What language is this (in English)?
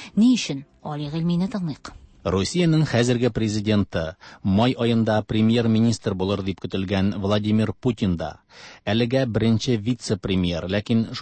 Tatar